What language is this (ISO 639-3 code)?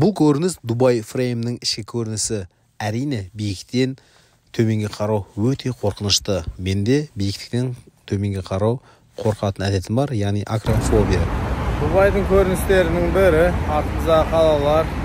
kaz